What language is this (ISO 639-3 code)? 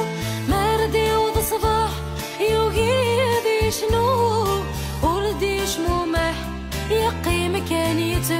kab